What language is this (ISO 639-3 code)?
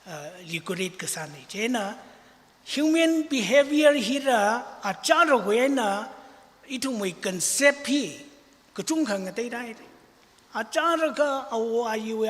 nmf